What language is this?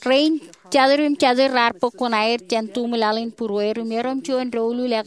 Marshallese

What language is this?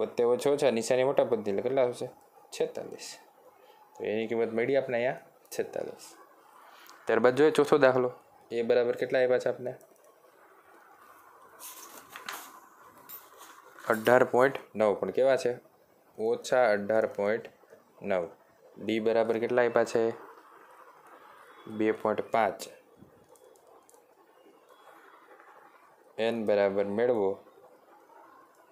Gujarati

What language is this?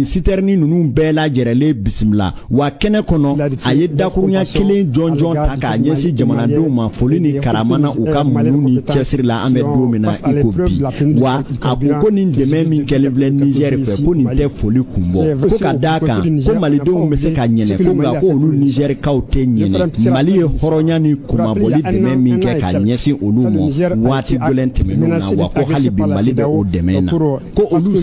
Bambara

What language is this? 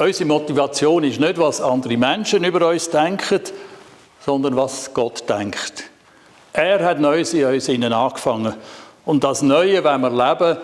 Swiss German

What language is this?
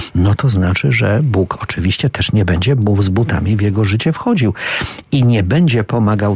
Polish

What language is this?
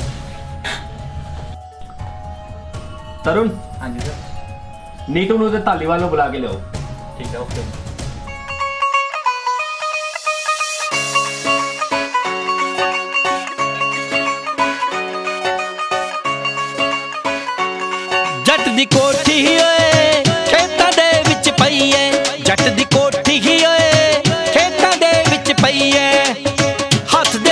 Punjabi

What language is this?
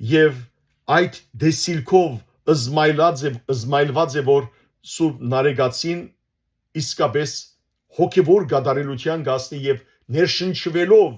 Western Armenian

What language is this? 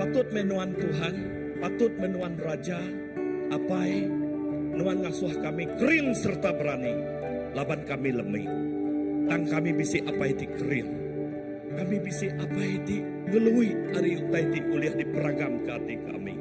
Iban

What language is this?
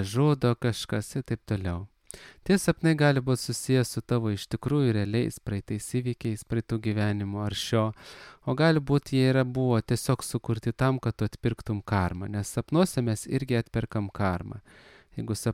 Lithuanian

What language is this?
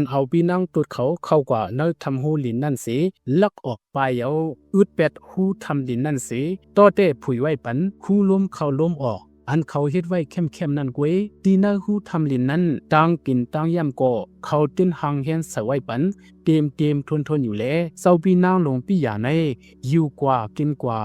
Shan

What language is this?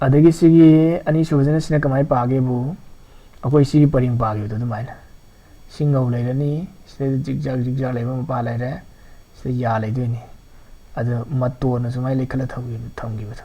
Manipuri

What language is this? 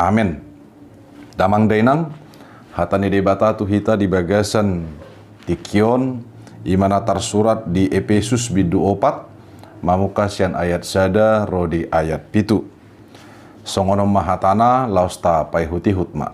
Batak Toba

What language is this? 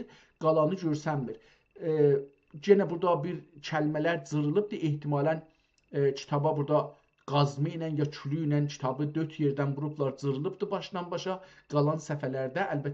South Azerbaijani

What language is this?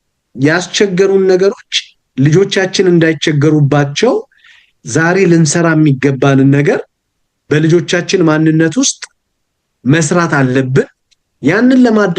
Amharic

